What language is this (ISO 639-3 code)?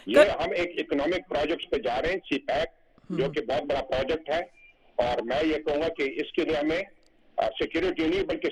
urd